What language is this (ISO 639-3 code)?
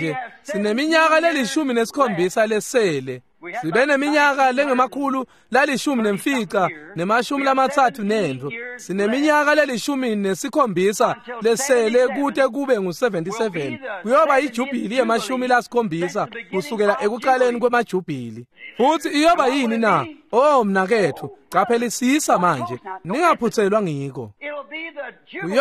ssw